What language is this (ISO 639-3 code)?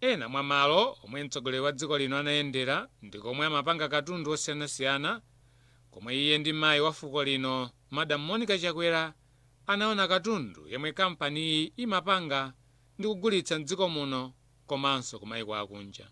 nya